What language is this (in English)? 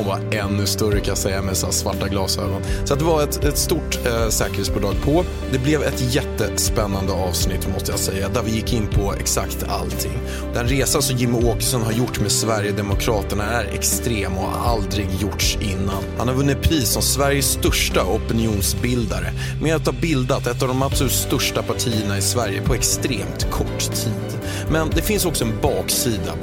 Swedish